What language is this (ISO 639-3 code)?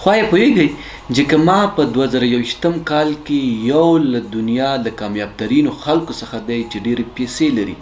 pus